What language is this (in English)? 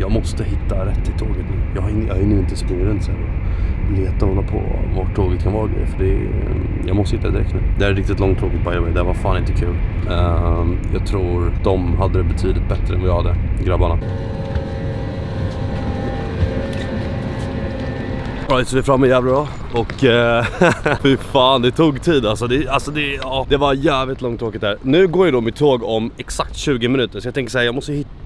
Swedish